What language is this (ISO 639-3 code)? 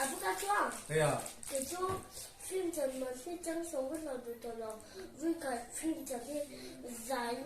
lus